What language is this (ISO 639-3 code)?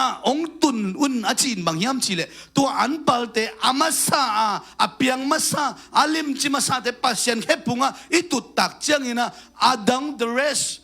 ctd